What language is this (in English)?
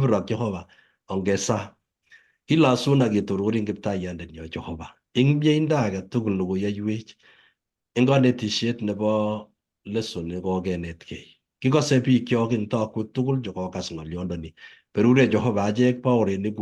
Kalenjin